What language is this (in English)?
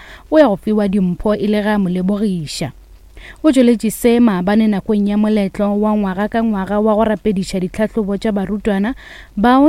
Northern Sotho